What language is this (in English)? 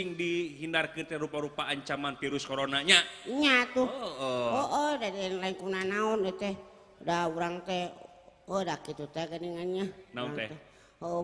Sundanese